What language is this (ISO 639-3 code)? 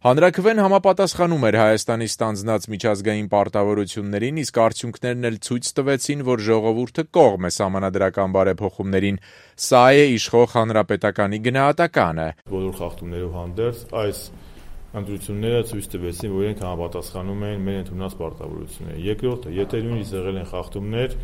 hye